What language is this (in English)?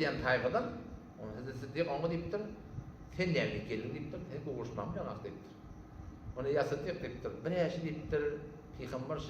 Turkmen